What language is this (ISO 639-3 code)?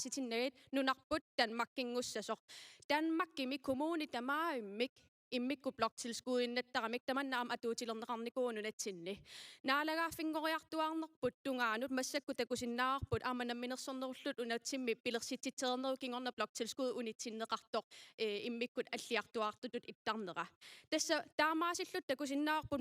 kal